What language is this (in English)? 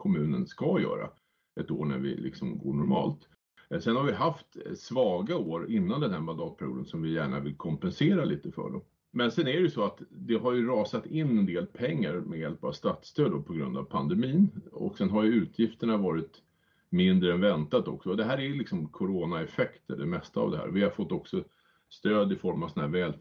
Swedish